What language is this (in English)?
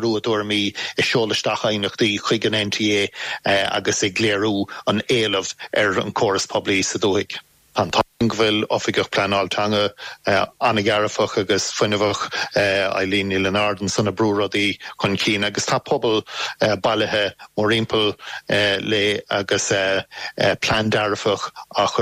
Irish